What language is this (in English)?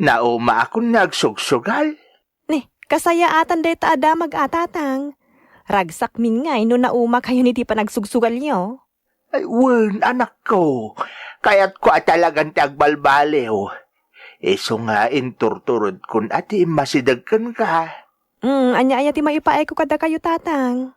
Iloko